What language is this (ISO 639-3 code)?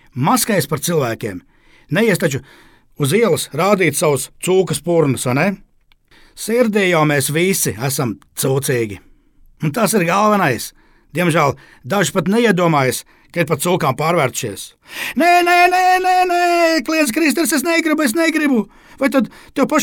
lav